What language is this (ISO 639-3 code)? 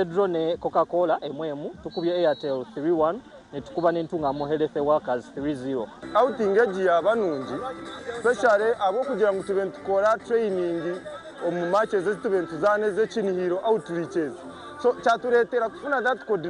nyn